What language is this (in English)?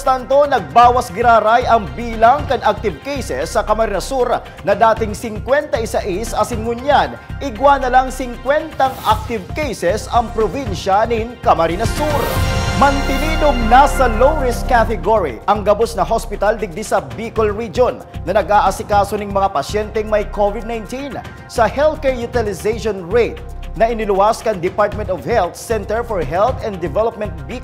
Bikol